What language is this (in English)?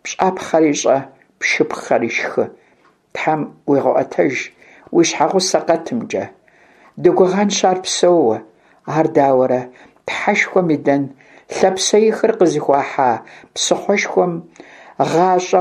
Kabardian